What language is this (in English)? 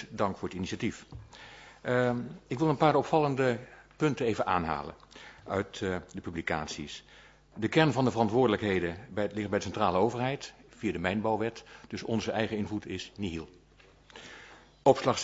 Dutch